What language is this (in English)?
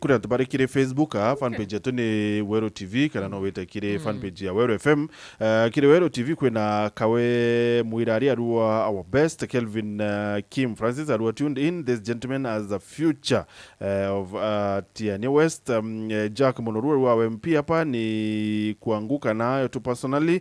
Meru